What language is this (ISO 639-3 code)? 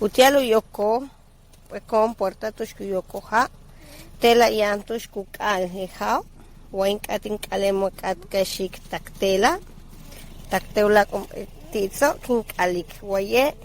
yua